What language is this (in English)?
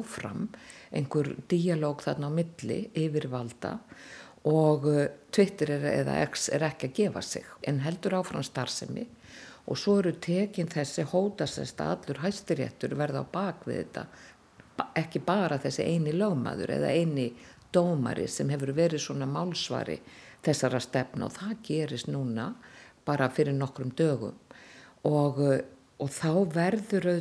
Icelandic